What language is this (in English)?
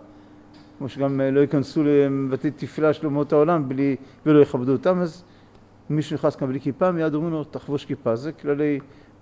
Hebrew